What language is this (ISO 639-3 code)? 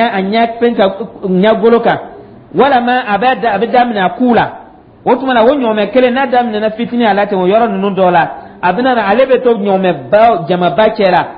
dyu